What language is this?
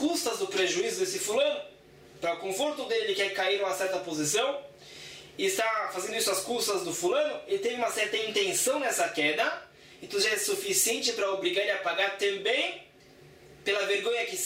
Portuguese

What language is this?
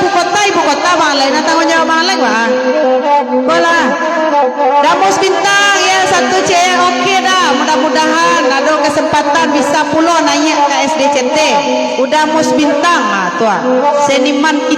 Minangkabau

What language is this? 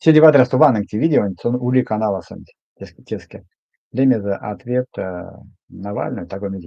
Erzya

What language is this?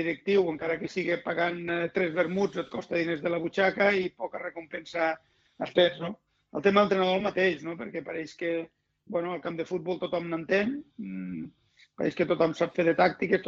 Catalan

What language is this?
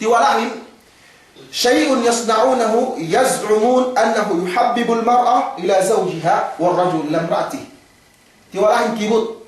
Yakan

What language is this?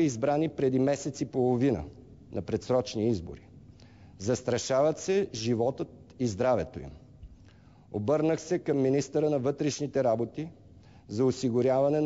Bulgarian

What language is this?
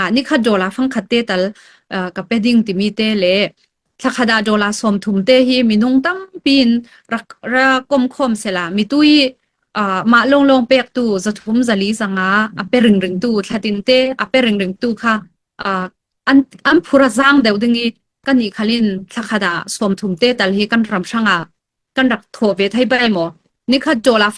Falam Chin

